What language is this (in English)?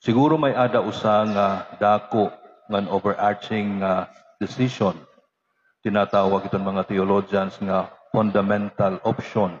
Waray